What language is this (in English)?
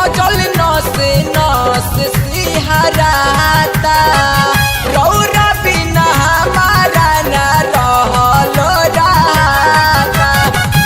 Bhojpuri